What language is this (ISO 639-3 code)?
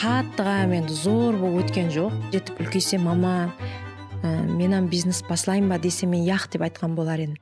kaa